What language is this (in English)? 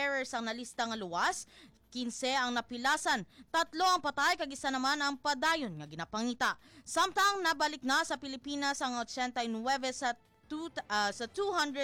Hiligaynon